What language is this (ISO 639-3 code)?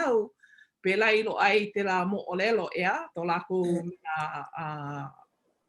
haw